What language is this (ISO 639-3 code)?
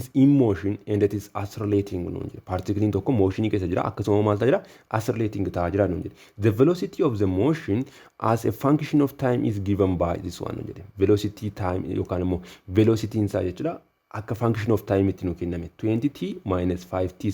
orm